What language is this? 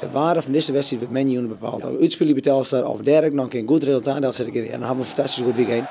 Western Frisian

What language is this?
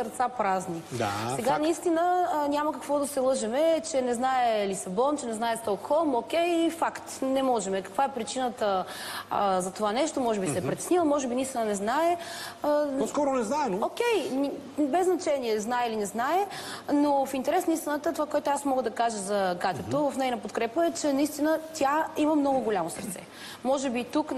Bulgarian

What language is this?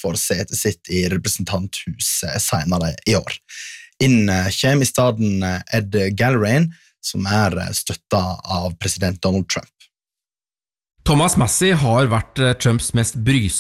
Norwegian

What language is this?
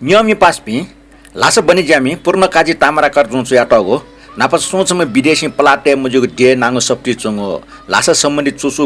Newari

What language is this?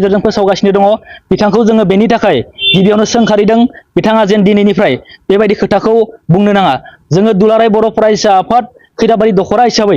Bodo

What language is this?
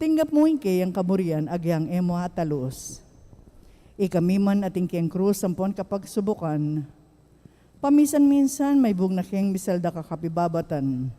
Pampanga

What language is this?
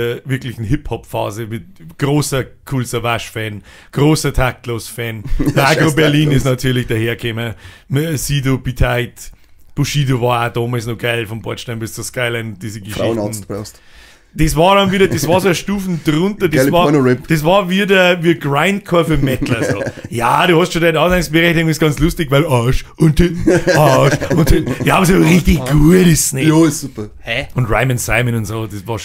Bavarian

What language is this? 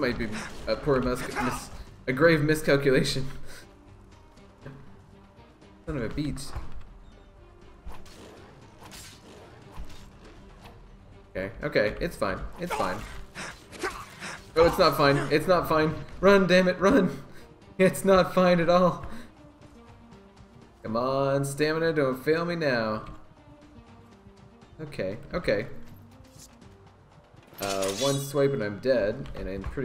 English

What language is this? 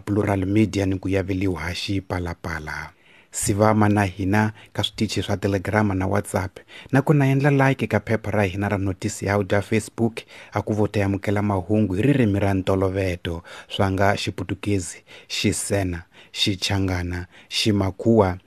Tsonga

